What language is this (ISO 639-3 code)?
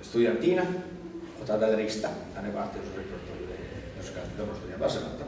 srd